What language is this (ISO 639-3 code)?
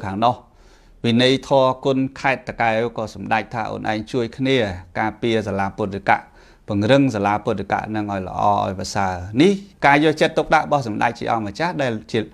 khm